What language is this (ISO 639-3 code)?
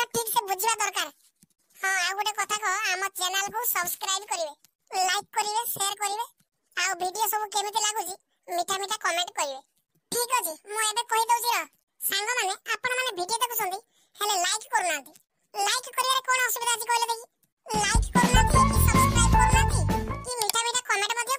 ori